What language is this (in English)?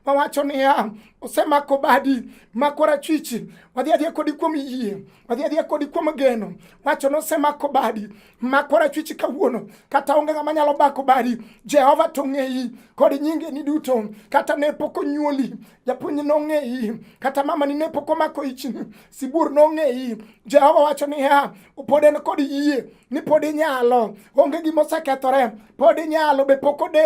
Luo (Kenya and Tanzania)